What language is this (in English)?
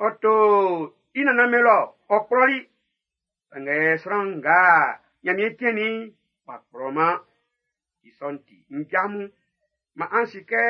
Baoulé